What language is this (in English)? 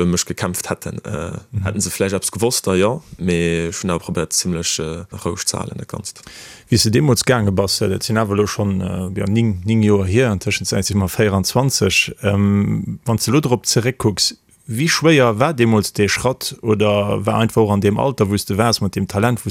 Luxembourgish